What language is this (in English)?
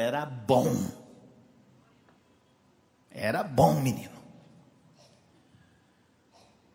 Portuguese